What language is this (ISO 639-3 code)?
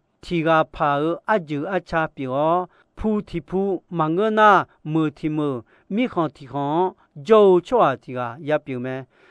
ahk